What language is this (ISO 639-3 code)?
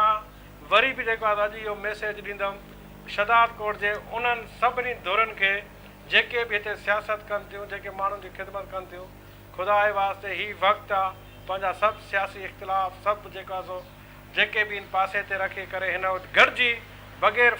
snd